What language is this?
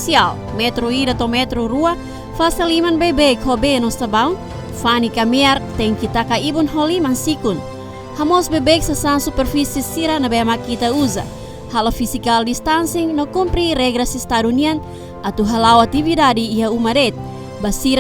Tetum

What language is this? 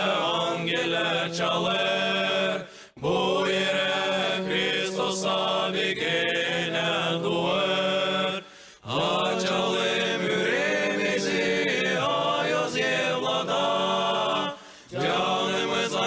Gagauz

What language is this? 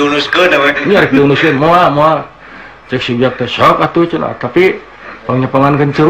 Sundanese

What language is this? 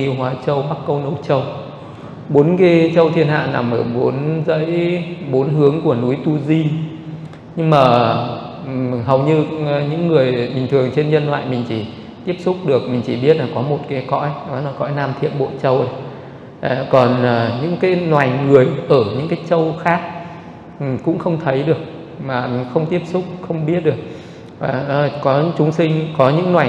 Vietnamese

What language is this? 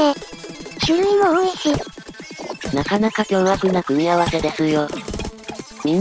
Japanese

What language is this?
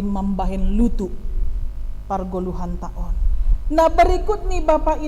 Batak Simalungun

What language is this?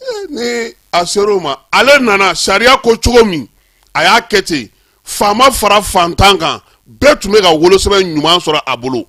Bambara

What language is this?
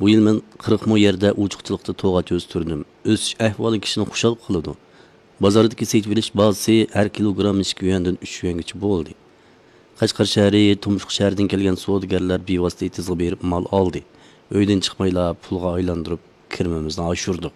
Uyghur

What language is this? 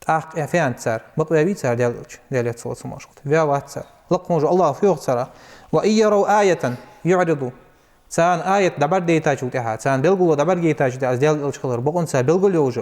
Ingush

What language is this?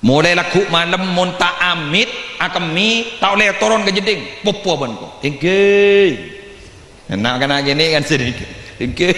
Madurese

